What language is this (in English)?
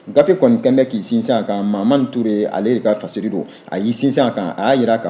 Bambara